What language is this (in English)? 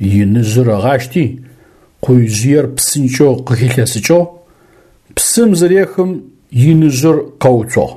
Adyghe